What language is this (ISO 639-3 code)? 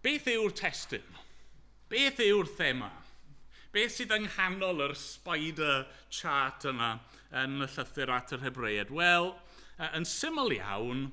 cym